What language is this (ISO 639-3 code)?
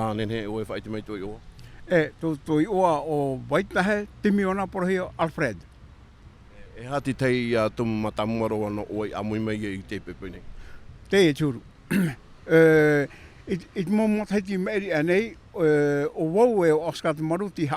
tah